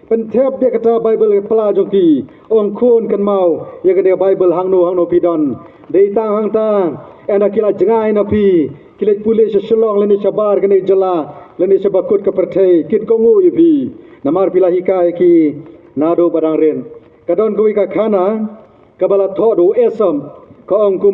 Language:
Khasi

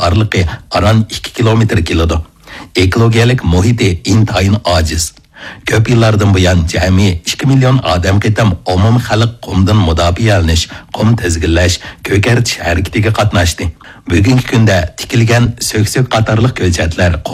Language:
Uyghur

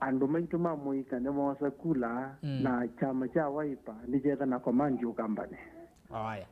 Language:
Kamba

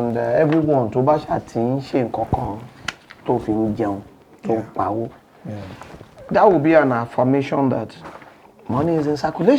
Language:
Yoruba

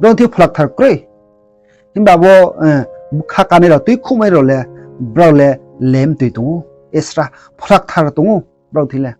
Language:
Riang (India)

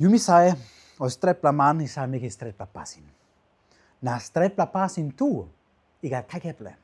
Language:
Tok Pisin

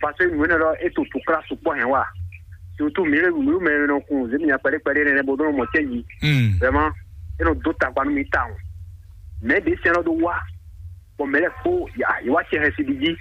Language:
Fon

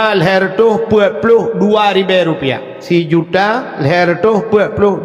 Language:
Achinese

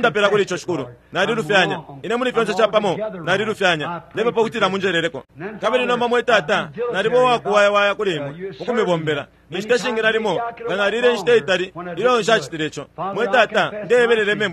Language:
Bemba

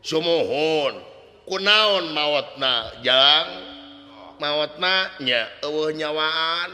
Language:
Sundanese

